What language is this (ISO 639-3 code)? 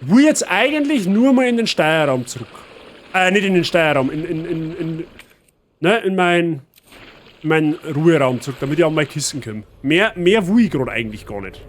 bar